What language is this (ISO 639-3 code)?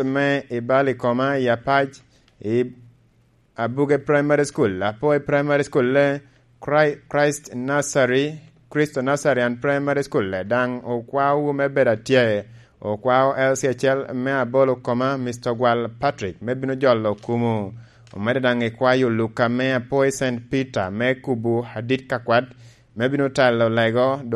laj